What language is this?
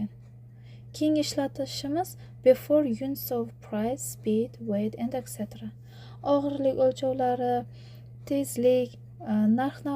Uzbek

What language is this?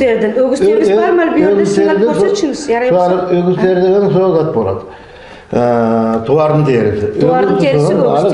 Nogai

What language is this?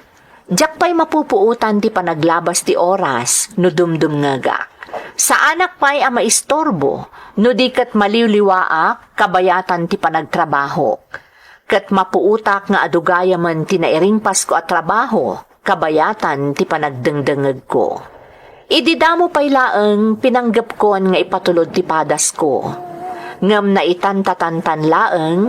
Iloko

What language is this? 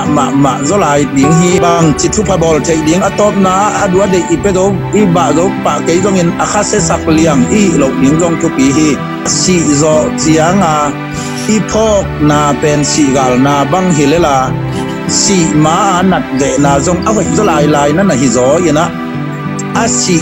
Tedim Chin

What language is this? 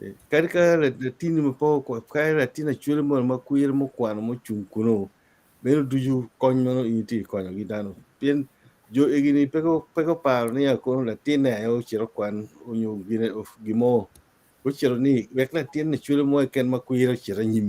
Acoli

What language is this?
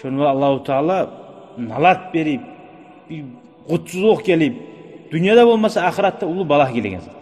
Kumyk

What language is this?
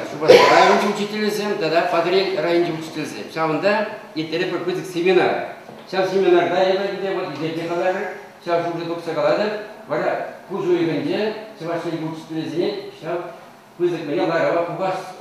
Chuvash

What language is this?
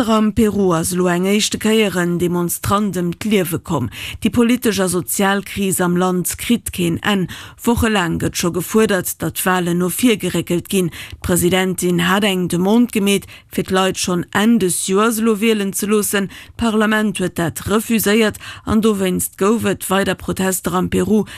Luxembourgish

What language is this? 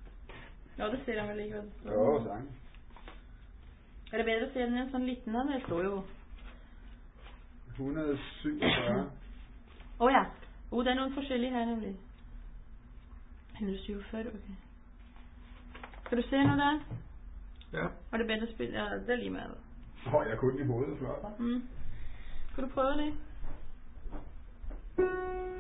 Norwegian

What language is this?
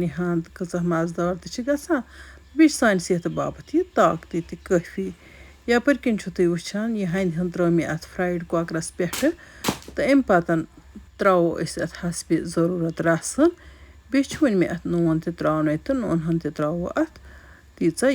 Kashmiri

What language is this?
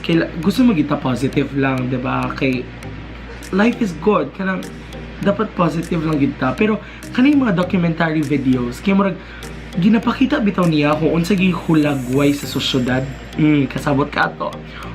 Cebuano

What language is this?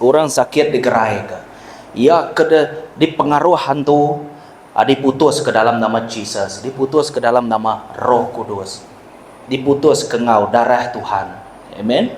Iban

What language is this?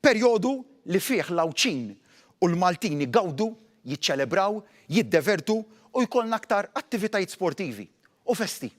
Maltese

